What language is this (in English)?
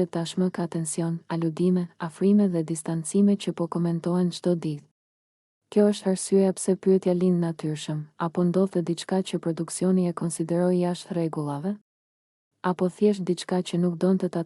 Albanian